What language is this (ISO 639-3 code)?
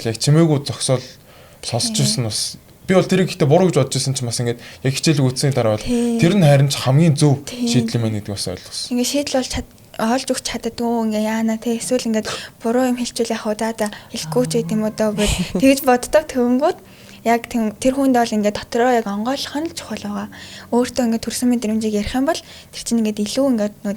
mon